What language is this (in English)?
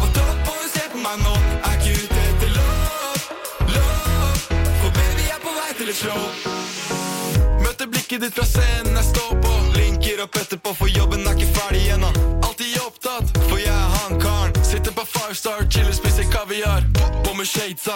Norwegian